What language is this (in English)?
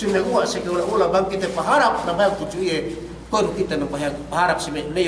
Yakan